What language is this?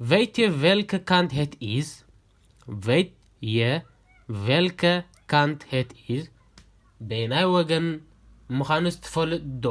Tigrinya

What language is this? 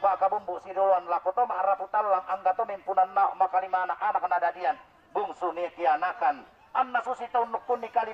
Toraja-Sa'dan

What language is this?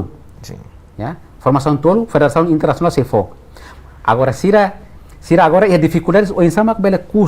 Tetum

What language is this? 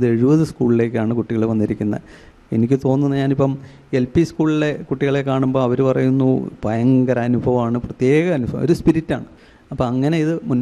Malayalam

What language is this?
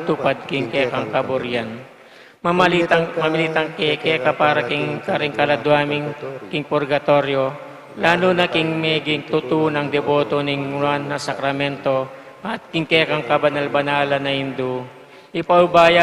Pampanga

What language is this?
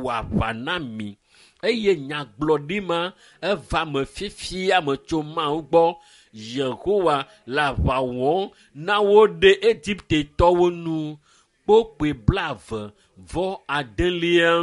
Ewe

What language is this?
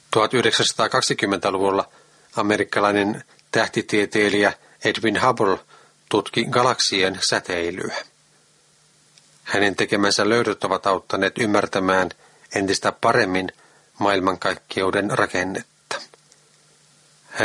Finnish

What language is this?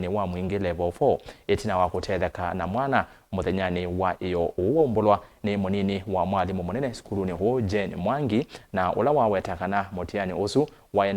Kamba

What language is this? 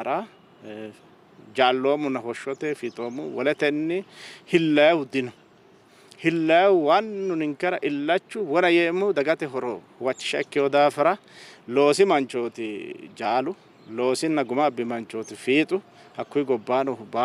Sidamo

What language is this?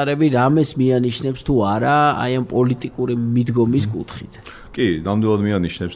Georgian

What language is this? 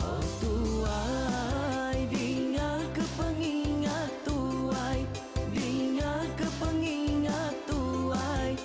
Iban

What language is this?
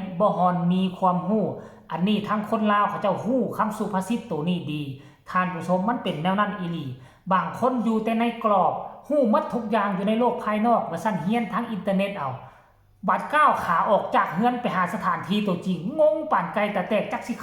Northeastern Thai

